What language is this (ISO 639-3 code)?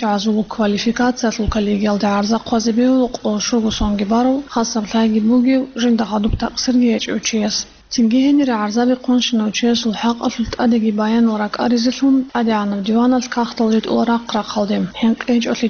ava